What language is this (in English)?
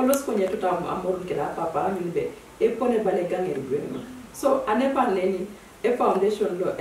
Teso